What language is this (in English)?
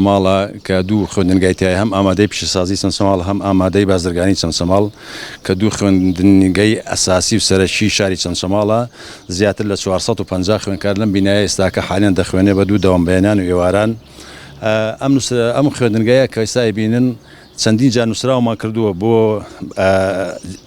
Central Kurdish